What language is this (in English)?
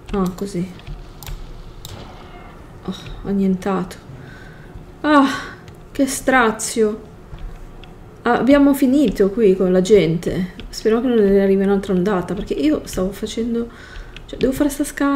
Italian